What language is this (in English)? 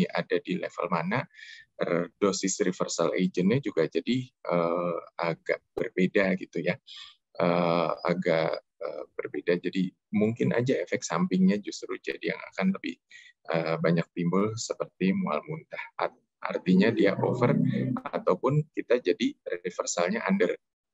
Indonesian